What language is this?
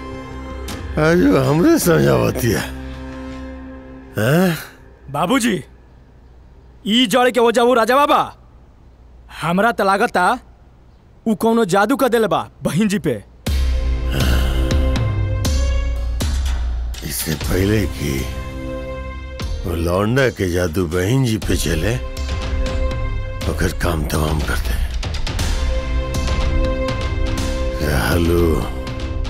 Bhojpuri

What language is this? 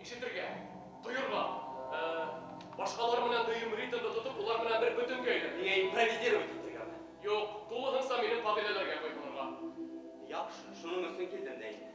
Bashkir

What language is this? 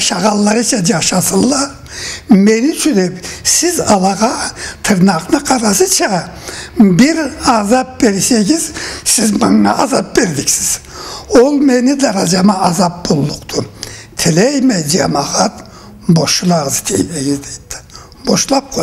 Karachay-Balkar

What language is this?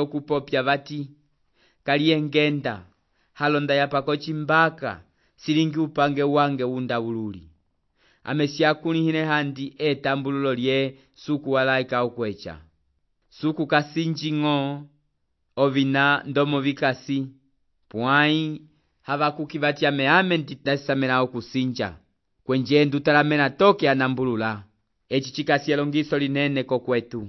Umbundu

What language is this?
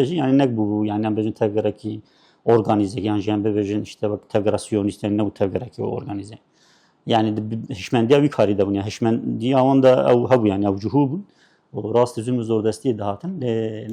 Kurdish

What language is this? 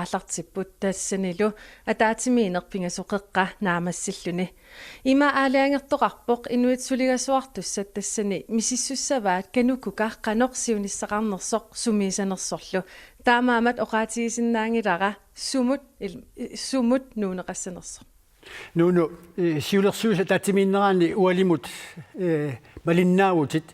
Kalaallisut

